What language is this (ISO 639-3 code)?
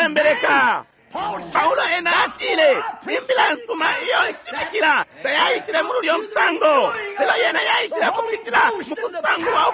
bem